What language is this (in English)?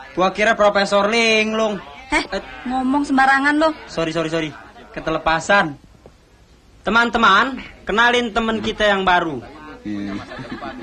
Indonesian